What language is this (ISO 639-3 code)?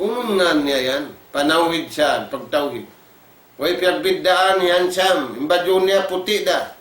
tsg